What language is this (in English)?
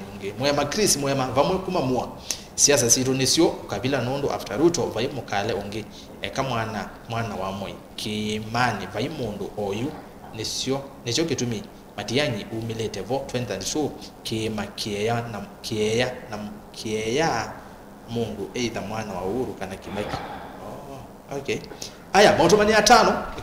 Kamba